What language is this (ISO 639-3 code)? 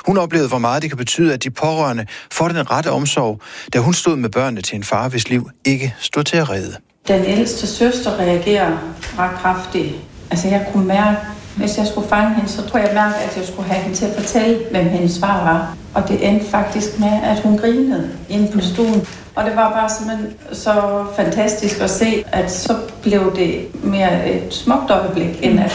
dan